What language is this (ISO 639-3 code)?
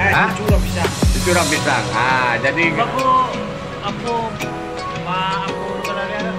min